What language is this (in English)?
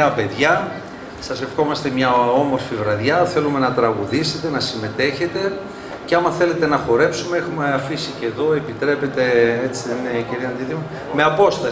Greek